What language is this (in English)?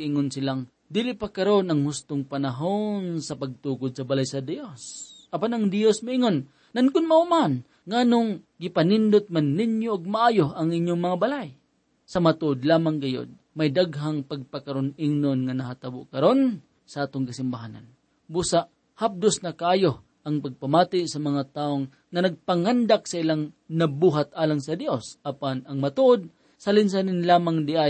Cebuano